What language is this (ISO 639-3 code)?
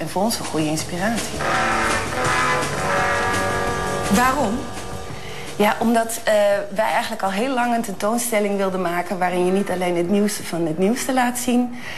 nld